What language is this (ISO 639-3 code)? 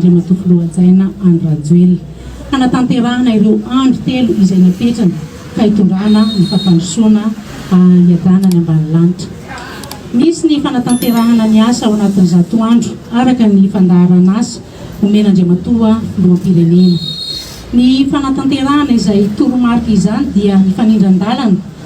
mlg